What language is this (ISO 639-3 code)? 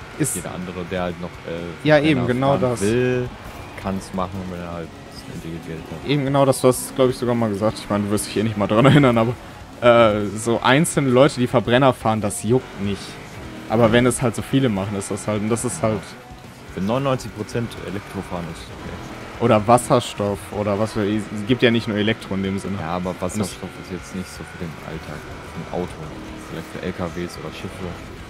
deu